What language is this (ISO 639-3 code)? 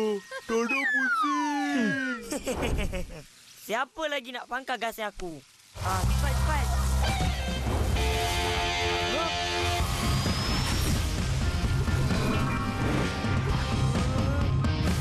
msa